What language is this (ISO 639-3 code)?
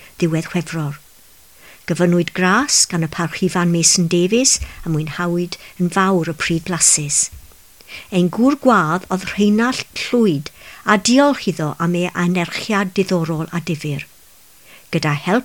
cym